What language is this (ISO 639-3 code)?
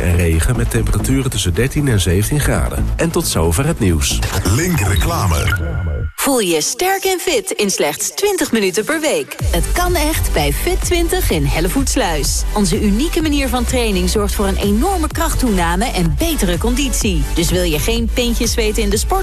nld